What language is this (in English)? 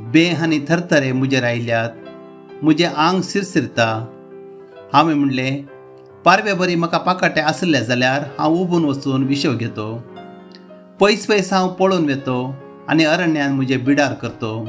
Konkani